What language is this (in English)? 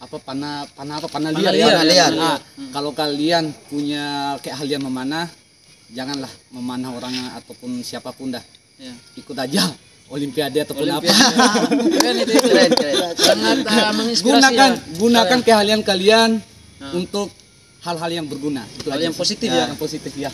Bima